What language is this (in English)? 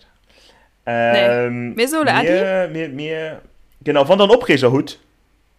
Luxembourgish